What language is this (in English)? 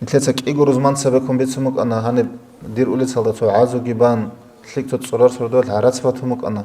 Avaric